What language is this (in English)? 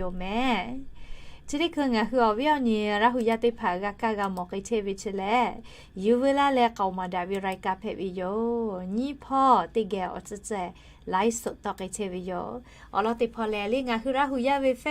Lahu